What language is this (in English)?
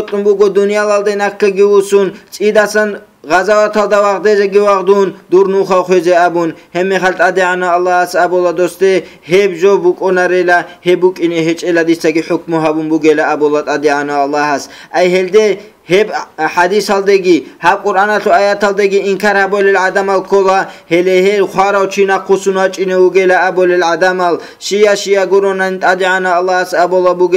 Avaric